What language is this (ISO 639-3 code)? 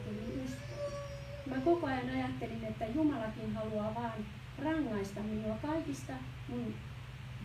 fin